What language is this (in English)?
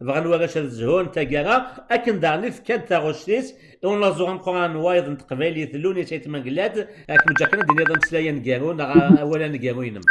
Kabyle